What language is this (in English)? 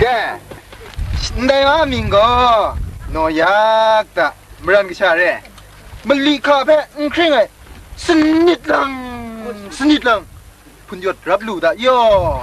Kachin